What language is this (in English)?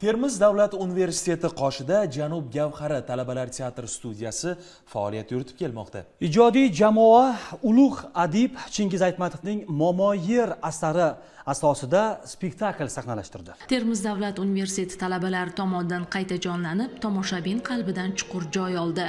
Uzbek